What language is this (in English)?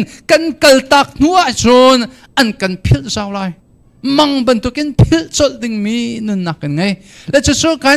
Hakha Chin